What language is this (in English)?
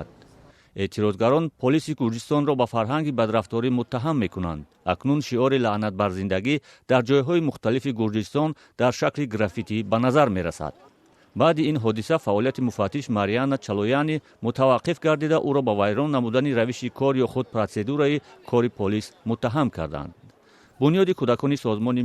Tajik